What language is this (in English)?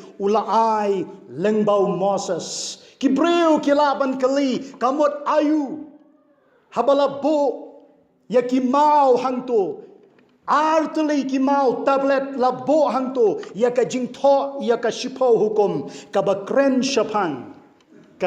Khasi